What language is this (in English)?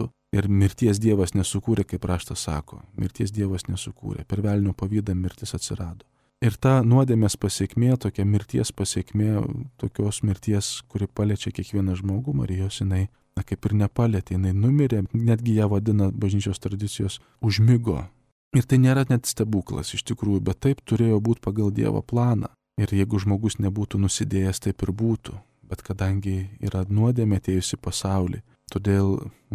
Lithuanian